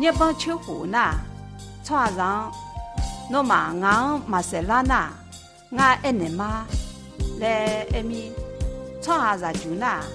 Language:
Akha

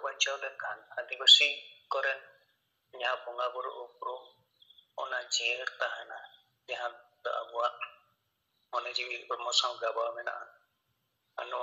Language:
Santali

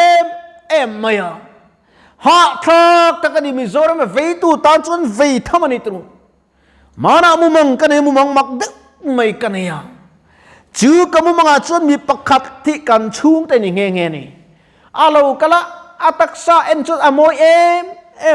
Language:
Mizo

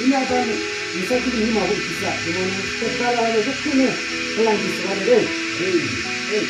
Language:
Yimchungru Naga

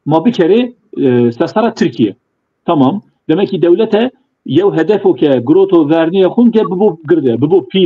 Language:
Zaza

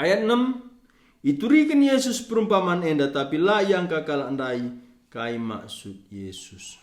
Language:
Batak Karo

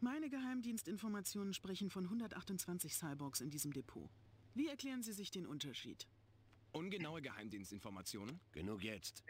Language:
Swiss German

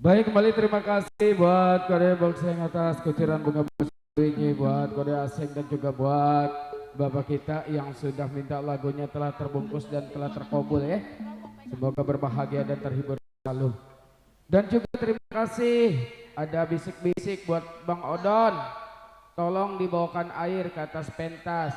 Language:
Betawi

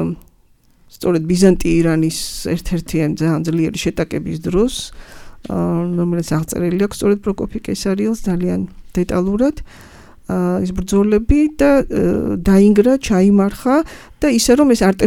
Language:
Georgian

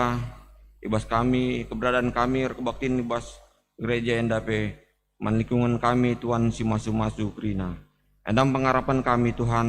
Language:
Batak Karo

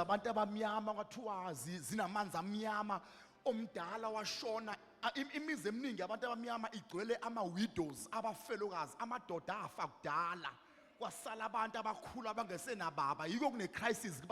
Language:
Zulu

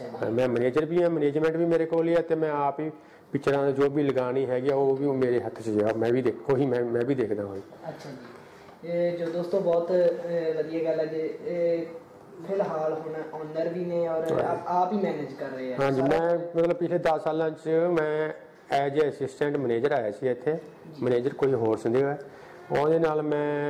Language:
Punjabi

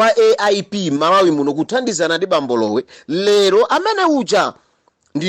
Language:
Nyanja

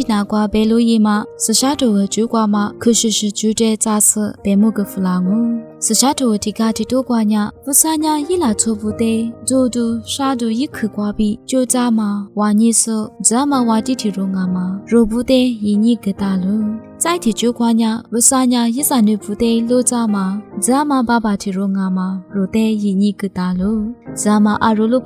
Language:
Lisu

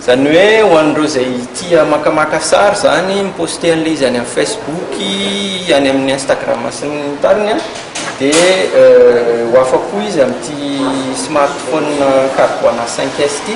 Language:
Malagasy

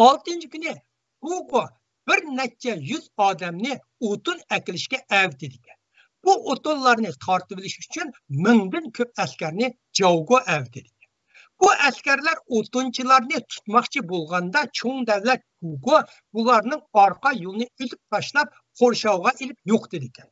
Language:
Uyghur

